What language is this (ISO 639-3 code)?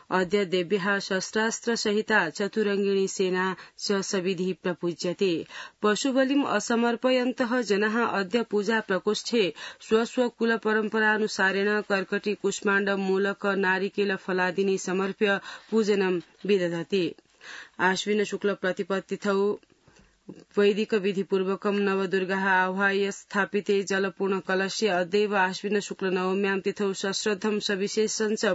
san